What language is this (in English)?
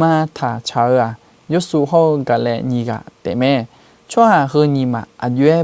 Akha